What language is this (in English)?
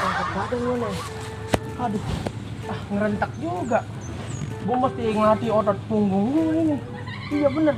Betawi